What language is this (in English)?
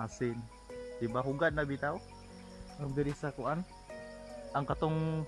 Cebuano